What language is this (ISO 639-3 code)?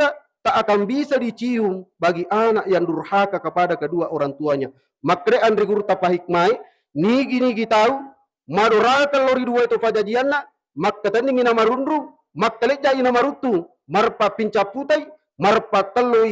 bug